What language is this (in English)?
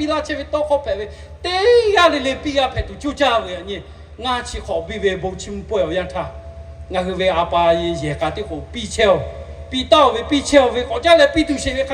Lahu